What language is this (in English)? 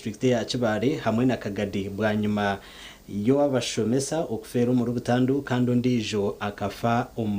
Nyankole